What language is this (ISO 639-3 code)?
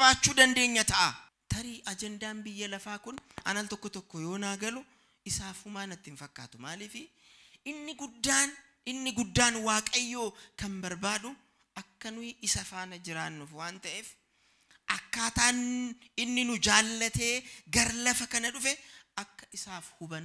orm